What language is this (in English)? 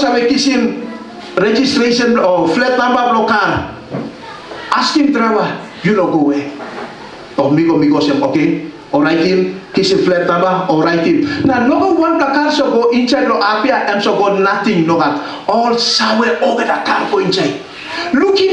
Tok Pisin